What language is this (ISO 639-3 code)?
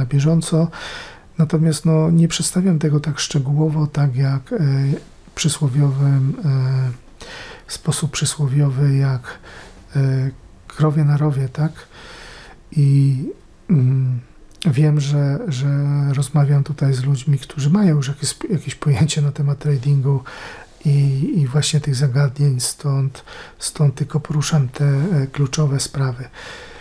pol